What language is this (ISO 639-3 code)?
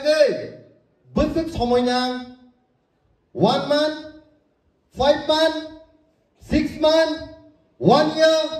trp